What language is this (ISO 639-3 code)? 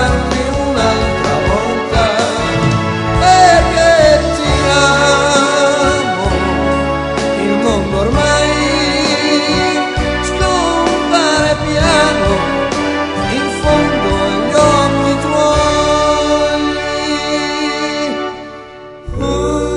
ita